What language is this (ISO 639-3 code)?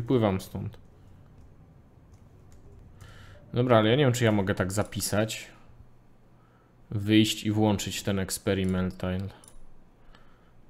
pol